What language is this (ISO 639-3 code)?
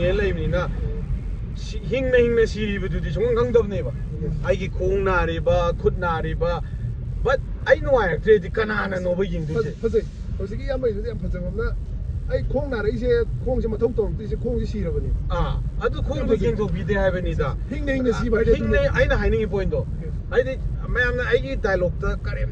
mni